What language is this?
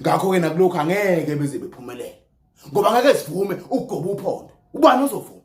Zulu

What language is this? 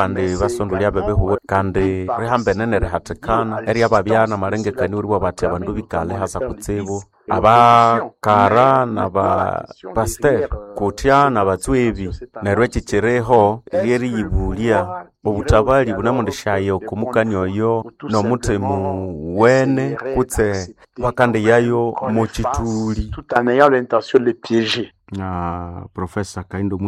Nande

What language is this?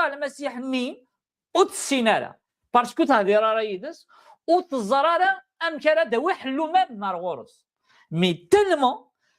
Kabyle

